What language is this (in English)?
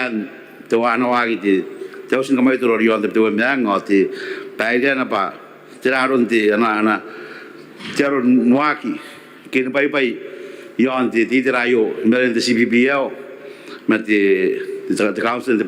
Gilbertese